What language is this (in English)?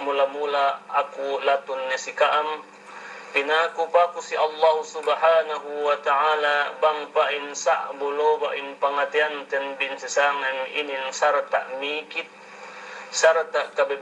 Yakan